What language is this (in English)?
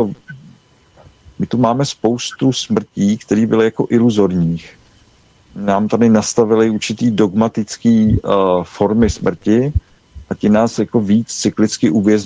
Czech